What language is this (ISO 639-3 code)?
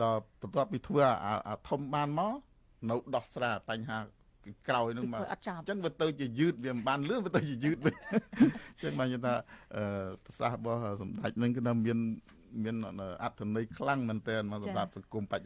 khm